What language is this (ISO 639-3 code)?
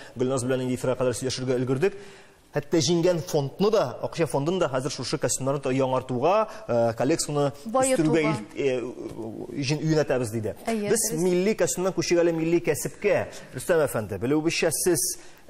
tat